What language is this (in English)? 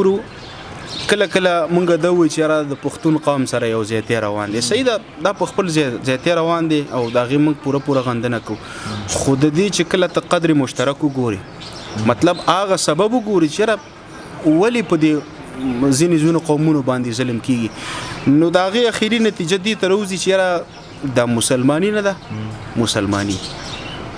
Pashto